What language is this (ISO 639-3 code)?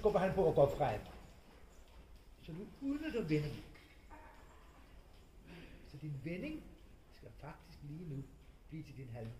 dan